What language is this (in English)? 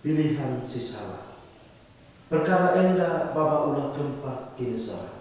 Batak Karo